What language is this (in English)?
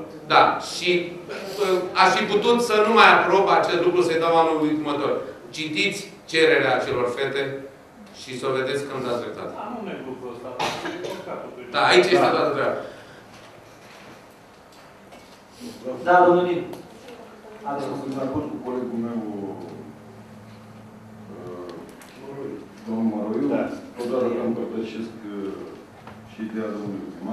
Romanian